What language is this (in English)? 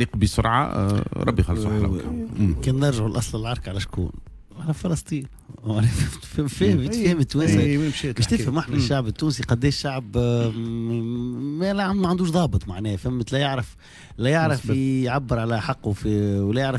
Tunisian Arabic